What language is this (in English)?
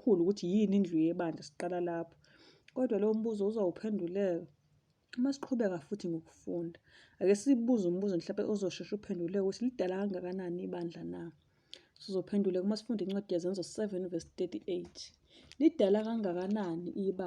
Zulu